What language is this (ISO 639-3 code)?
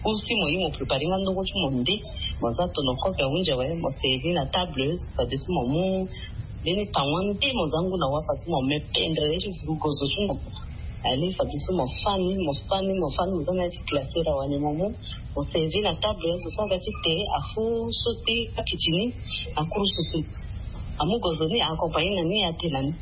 sag